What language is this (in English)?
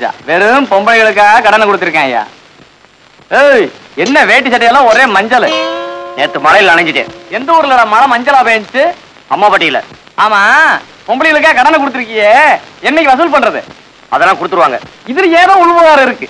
Tamil